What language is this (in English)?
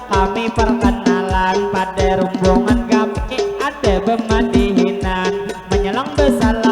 Banjar